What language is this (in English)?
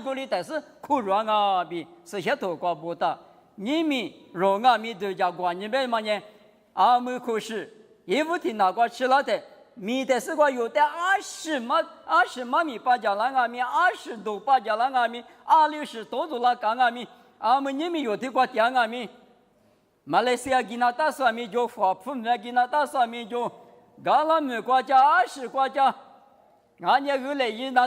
Lisu